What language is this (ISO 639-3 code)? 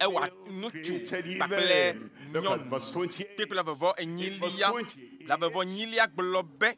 ewe